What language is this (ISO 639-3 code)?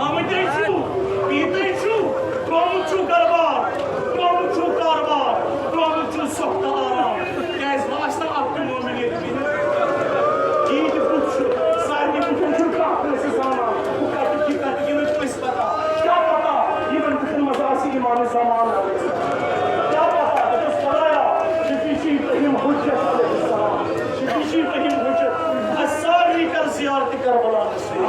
kas